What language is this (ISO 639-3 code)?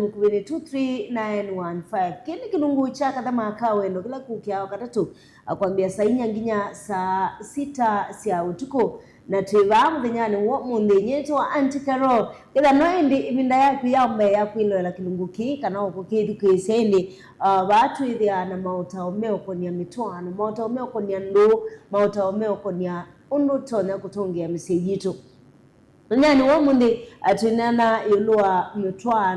kam